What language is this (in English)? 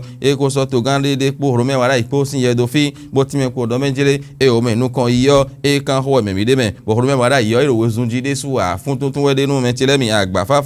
Fon